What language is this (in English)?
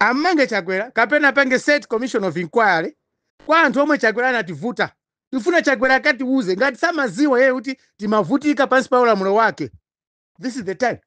Nyanja